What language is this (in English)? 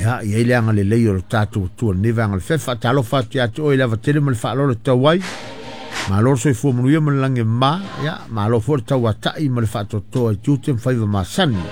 Samoan